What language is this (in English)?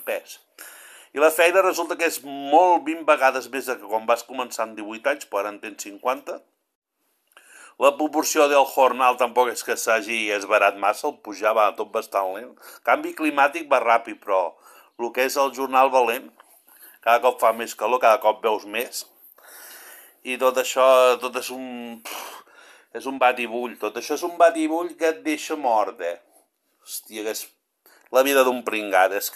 Catalan